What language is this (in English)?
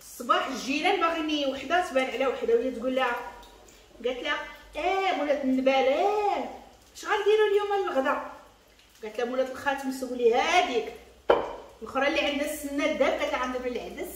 Moroccan Arabic